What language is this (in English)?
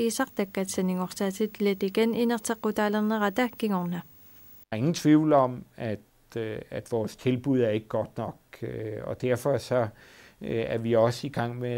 Kalaallisut